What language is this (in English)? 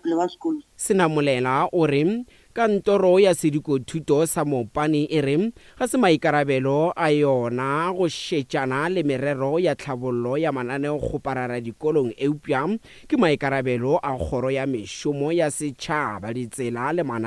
Northern Sotho